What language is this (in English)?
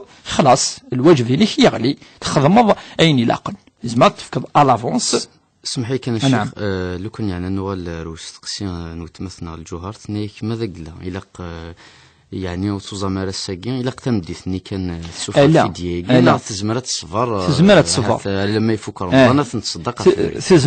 Kabyle